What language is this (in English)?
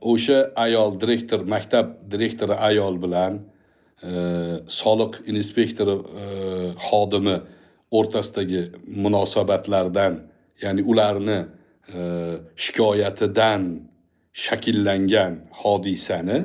Uzbek